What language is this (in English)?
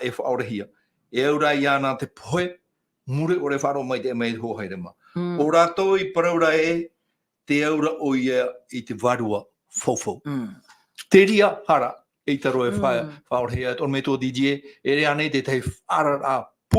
Tahitian